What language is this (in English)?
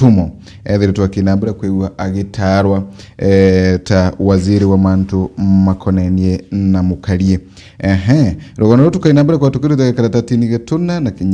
Meru